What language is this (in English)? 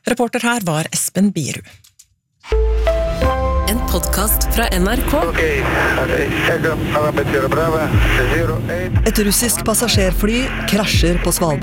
Norwegian